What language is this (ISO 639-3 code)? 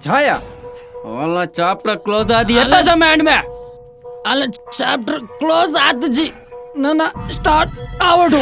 tcy